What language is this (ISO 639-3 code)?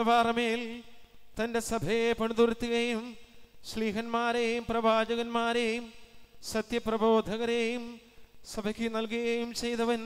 mal